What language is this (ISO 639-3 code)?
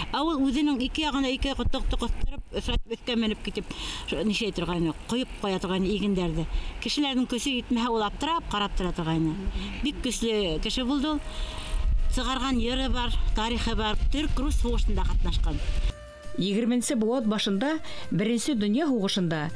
bak